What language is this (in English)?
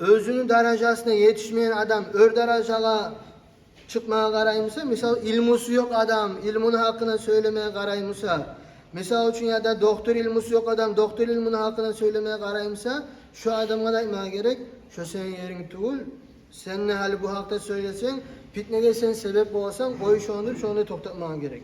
Kumyk